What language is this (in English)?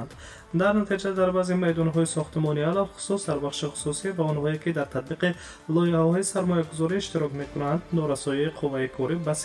Tajik